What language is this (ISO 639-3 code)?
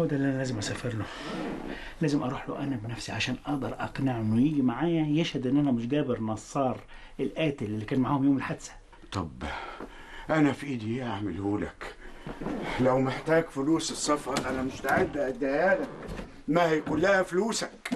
arz